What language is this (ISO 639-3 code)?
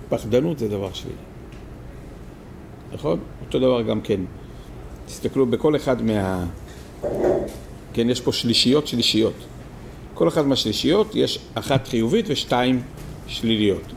heb